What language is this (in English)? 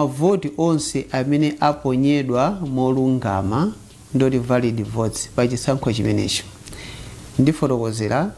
Nyanja